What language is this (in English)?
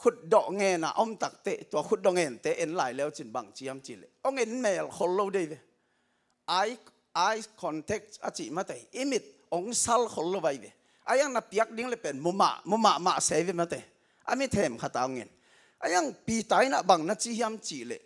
Tedim Chin